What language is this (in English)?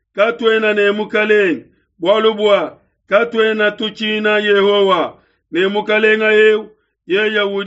Luba-Lulua